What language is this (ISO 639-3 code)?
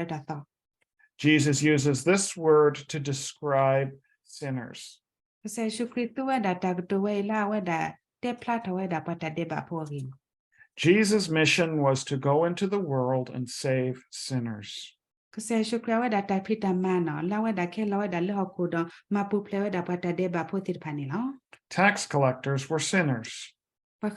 ksw